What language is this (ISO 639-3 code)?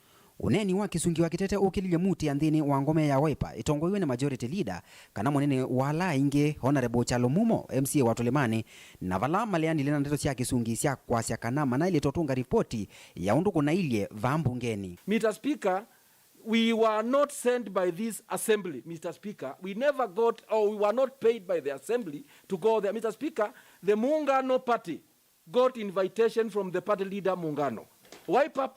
kam